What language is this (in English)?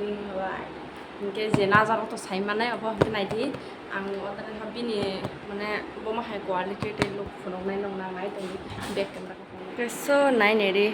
Kok Borok